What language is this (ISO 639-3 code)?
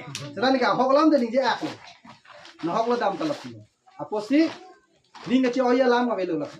mjw